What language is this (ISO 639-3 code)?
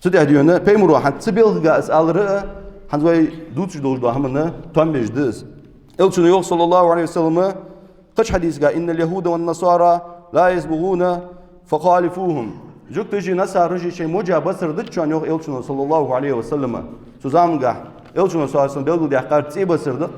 inh